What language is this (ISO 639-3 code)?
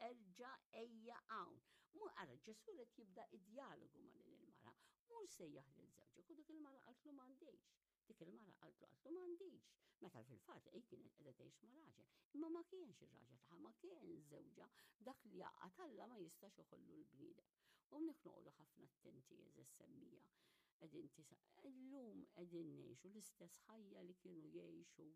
mlt